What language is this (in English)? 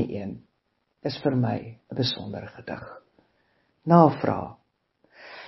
Afrikaans